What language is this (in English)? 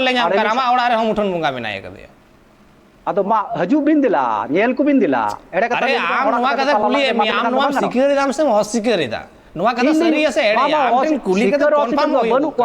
Santali